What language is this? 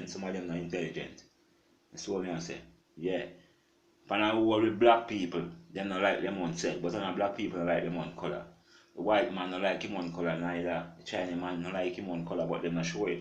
Jamaican Creole English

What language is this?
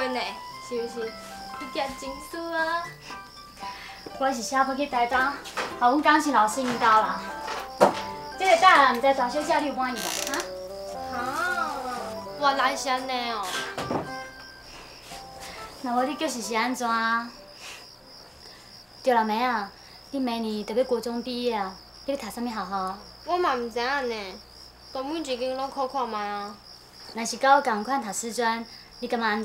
Min Nan Chinese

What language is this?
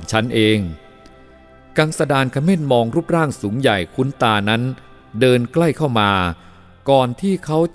Thai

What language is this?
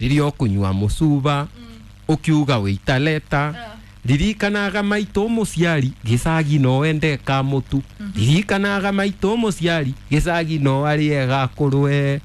Kikuyu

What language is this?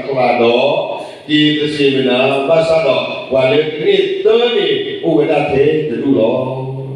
S'gaw Karen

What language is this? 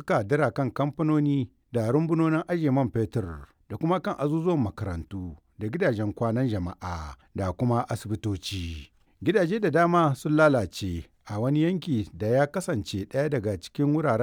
Hausa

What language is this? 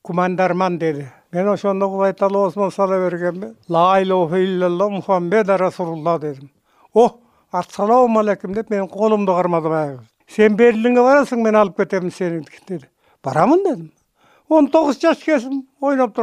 Kyrgyz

